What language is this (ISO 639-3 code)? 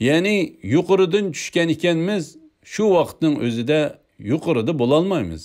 uig